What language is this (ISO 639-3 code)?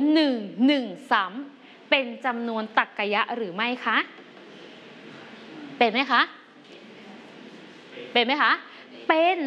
tha